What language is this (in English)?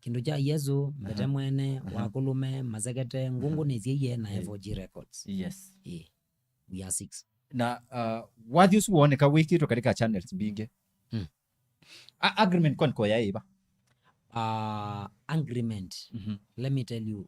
Kamba